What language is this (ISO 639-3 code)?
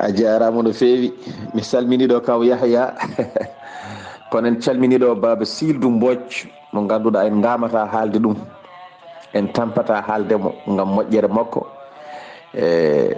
ful